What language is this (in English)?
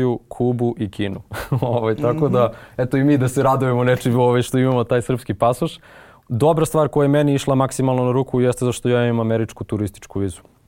Serbian